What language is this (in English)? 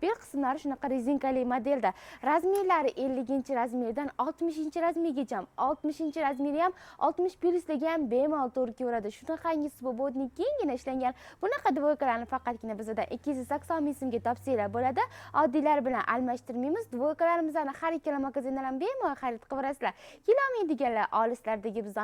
Uzbek